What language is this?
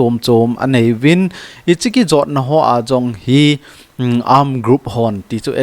Thado Chin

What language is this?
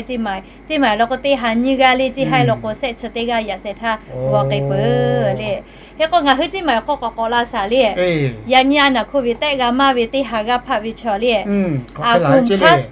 Lahu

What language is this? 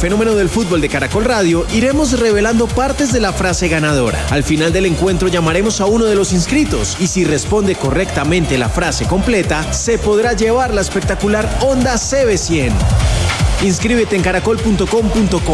Spanish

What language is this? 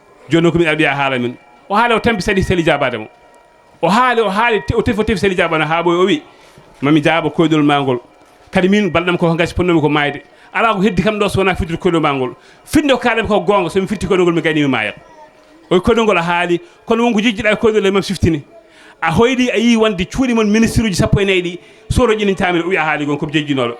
Fula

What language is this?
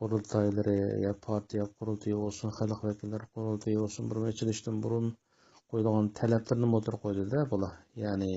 Uyghur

